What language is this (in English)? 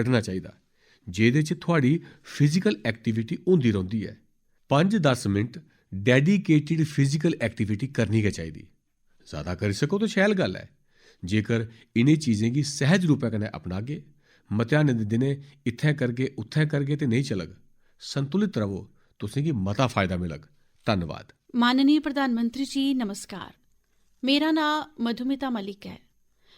Dogri